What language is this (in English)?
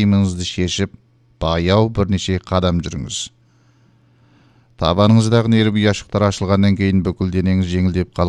Kazakh